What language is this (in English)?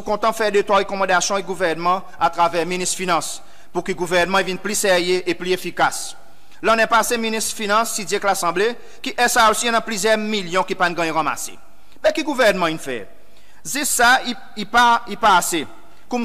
Seselwa Creole French